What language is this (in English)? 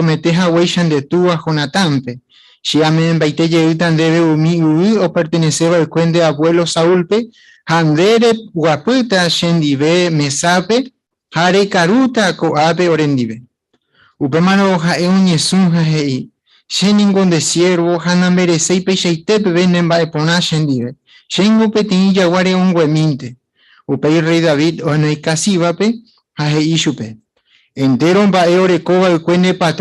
Guarani